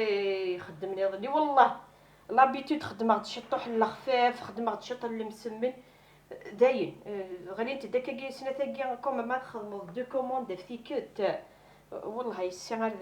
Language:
Kabyle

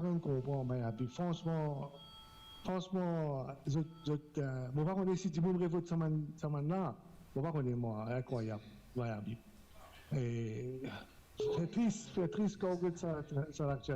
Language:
Morisyen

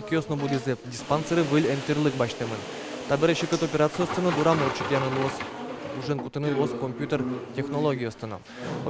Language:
Udmurt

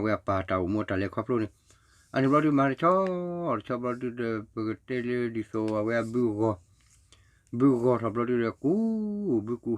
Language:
S'gaw Karen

